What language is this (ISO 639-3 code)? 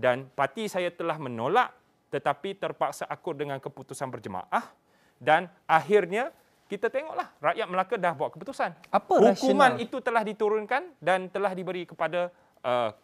msa